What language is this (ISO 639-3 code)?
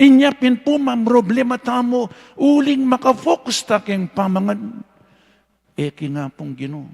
pam